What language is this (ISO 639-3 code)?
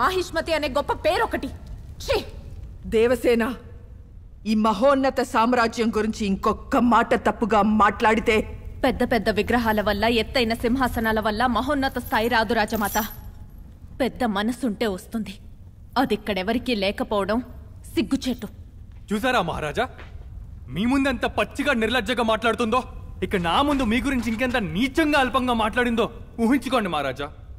tel